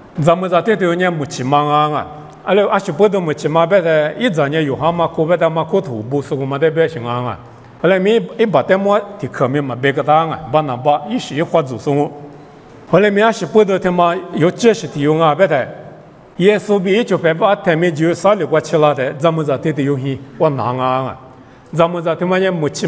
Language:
Lisu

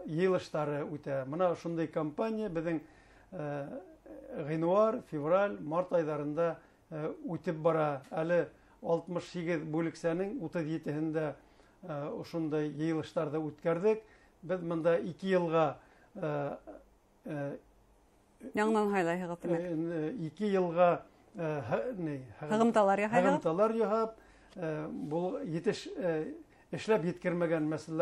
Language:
Bashkir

